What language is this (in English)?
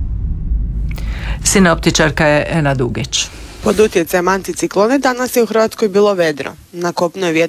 Croatian